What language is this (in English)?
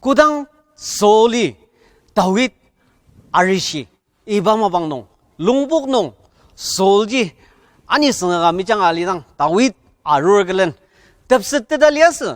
Ao Naga